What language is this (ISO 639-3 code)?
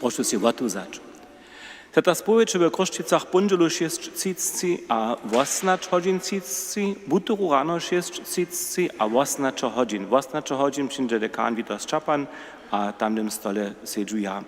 hsb